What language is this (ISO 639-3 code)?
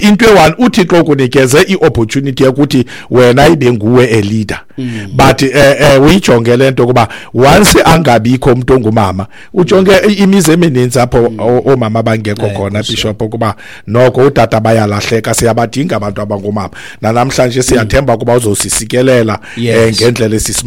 xho